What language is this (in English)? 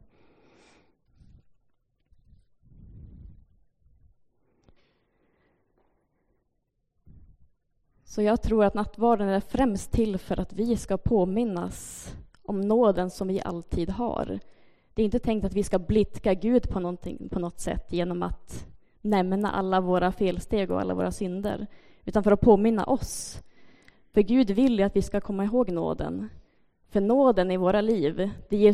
Swedish